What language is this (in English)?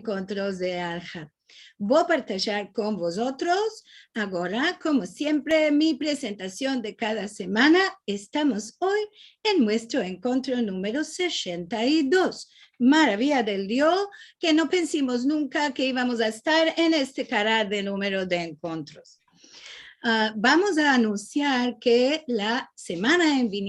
Ladino